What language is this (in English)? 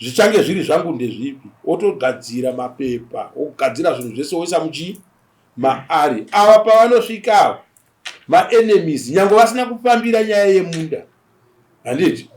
Shona